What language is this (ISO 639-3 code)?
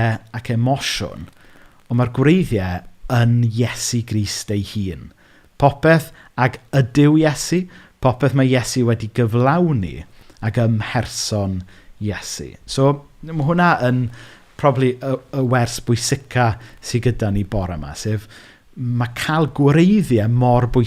cym